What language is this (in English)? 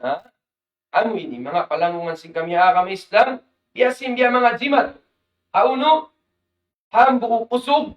Tausug